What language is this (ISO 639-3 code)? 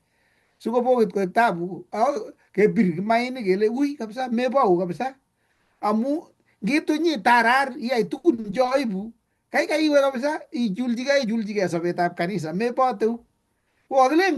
kln